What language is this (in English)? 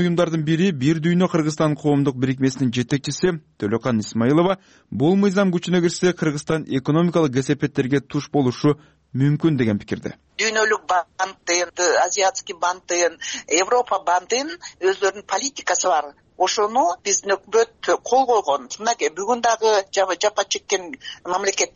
Kyrgyz